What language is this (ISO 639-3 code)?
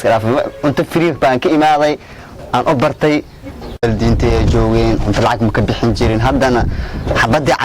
som